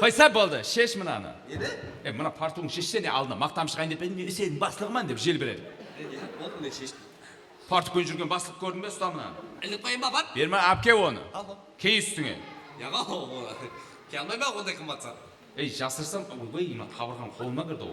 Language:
Kara-Kalpak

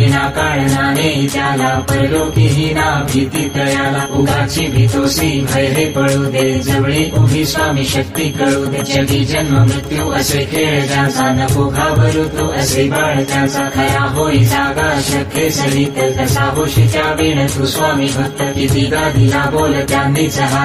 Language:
Marathi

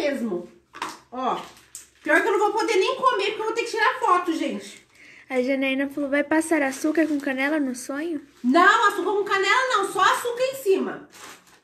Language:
Portuguese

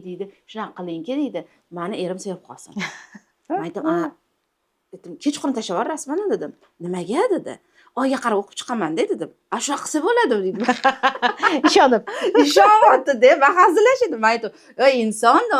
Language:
Uzbek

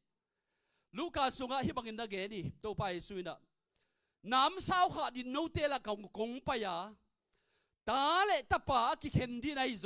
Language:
Tedim Chin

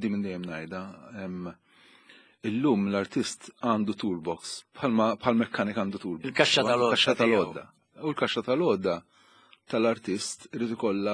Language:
Maltese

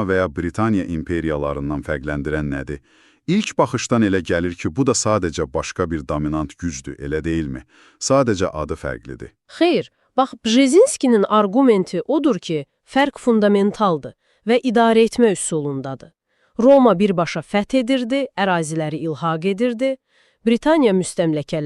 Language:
Azerbaijani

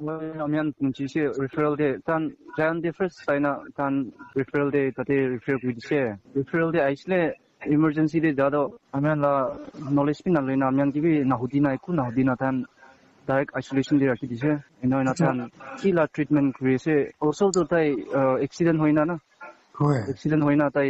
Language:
Naga Pidgin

